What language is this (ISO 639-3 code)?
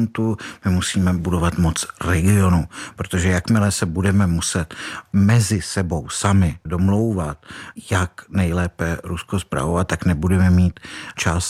ces